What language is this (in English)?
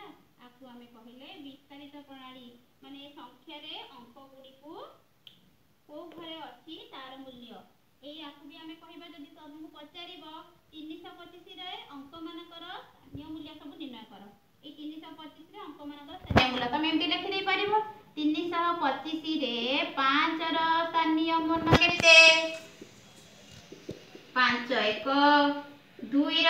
Odia